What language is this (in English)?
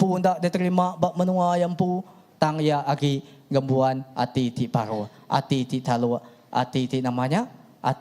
Iban